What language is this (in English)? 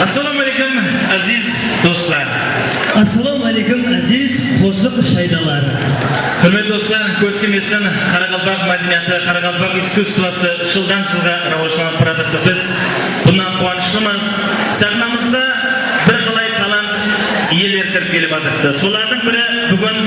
Kara-Kalpak